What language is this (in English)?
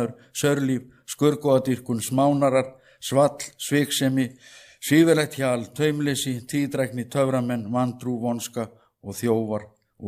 Icelandic